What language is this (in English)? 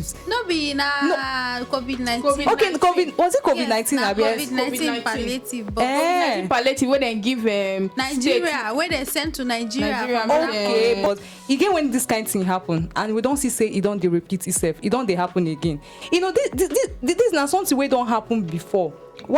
Nigerian Pidgin